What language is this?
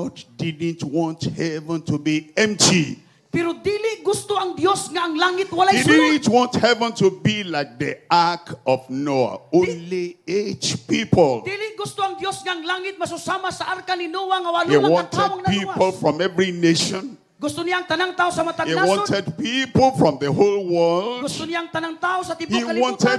Cebuano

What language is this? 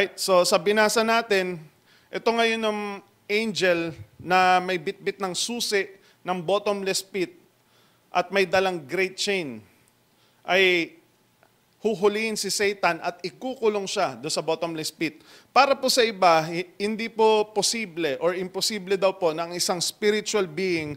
Filipino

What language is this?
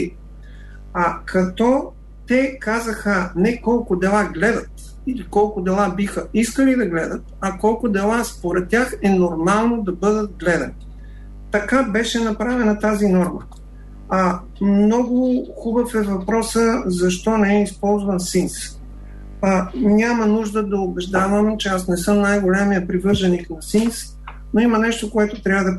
Bulgarian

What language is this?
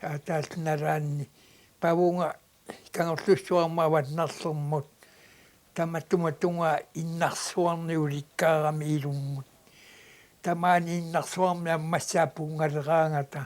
Kalaallisut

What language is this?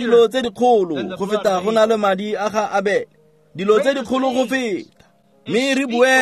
Tswana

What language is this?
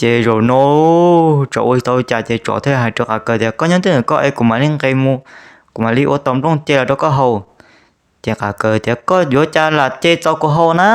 Hmong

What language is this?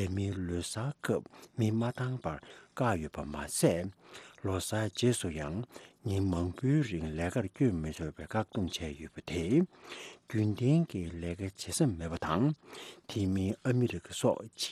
Tibetan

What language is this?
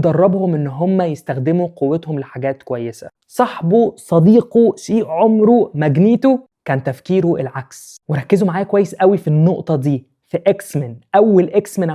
Egyptian Arabic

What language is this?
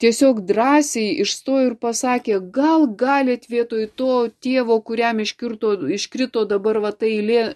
Lithuanian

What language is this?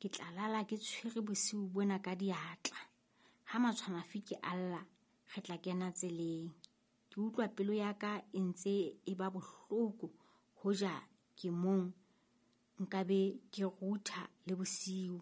Southern Sotho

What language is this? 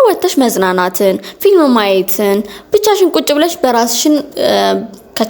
Amharic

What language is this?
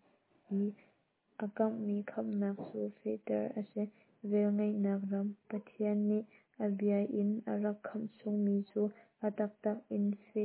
Hakha Chin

